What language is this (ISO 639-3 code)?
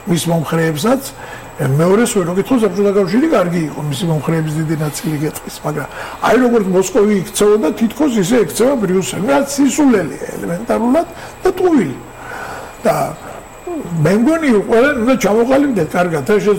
kat